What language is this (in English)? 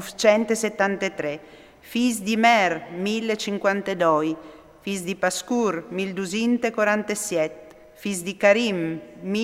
Friulian